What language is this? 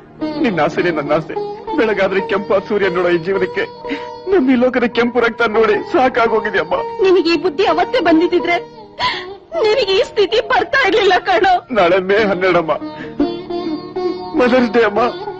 Kannada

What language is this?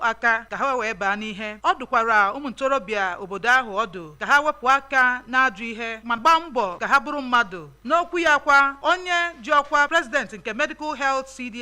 Igbo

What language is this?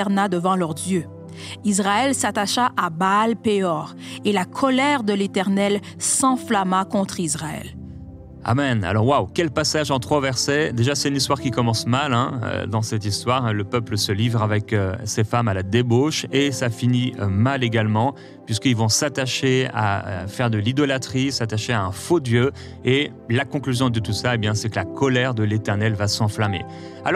French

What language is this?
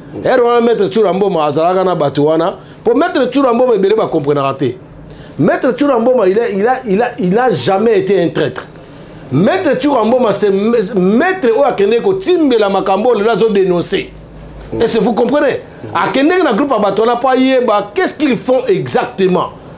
Lingala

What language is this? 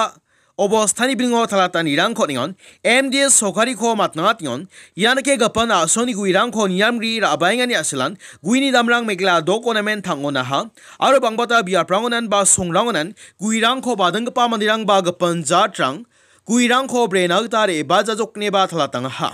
Garo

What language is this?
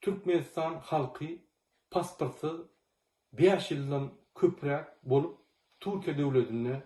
Turkmen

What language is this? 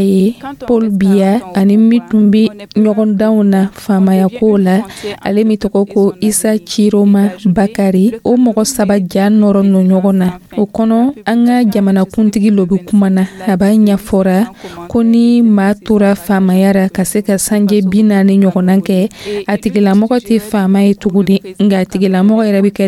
Dyula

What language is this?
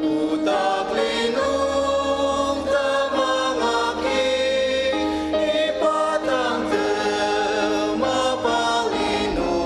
Ao Naga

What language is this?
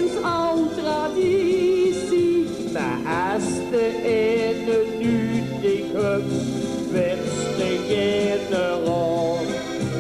Limburgish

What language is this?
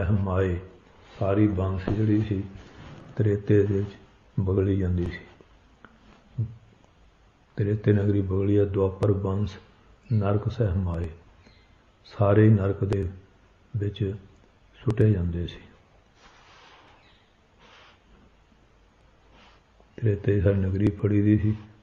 Punjabi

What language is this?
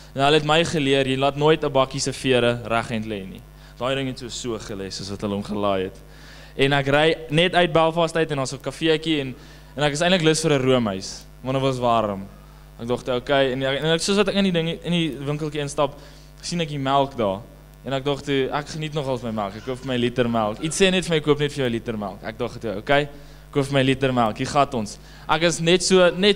Afrikaans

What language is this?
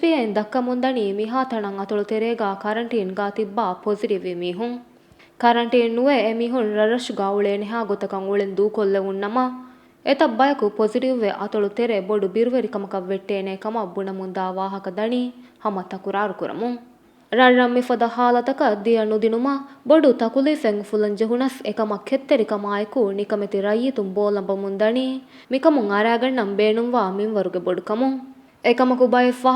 Divehi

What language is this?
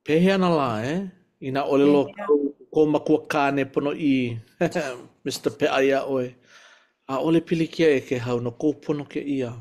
Hawaiian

